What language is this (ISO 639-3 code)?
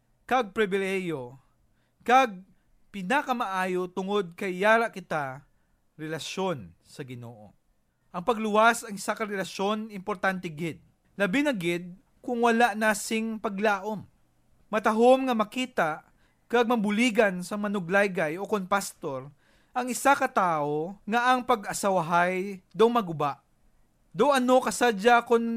hil